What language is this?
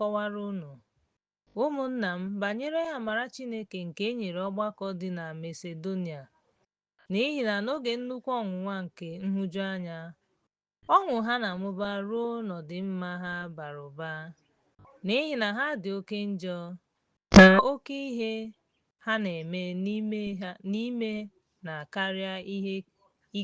Igbo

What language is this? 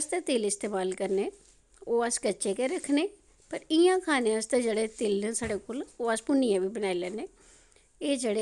Dogri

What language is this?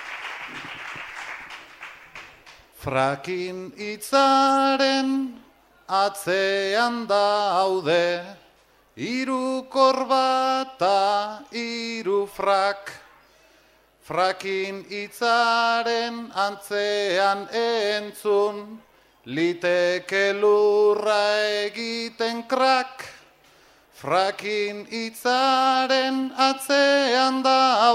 Basque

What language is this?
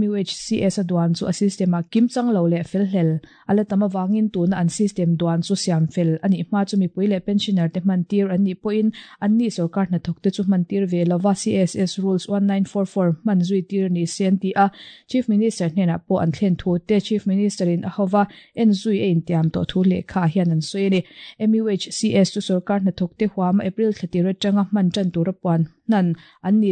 Mizo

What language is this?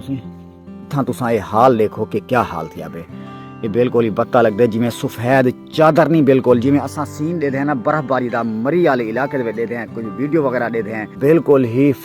Saraiki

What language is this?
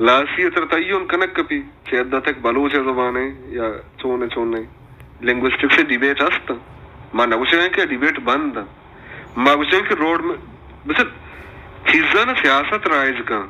Baluchi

